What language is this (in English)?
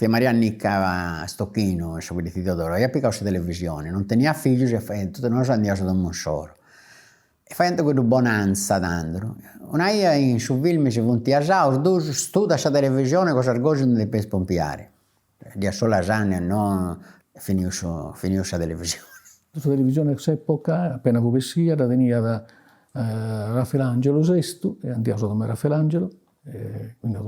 Sardinian